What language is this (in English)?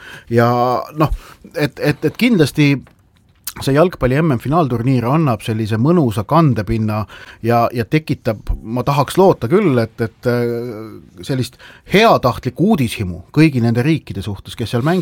Estonian